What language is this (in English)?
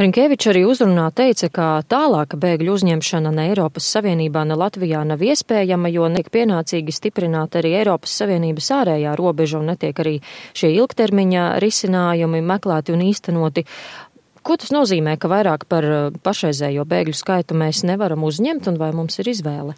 Latvian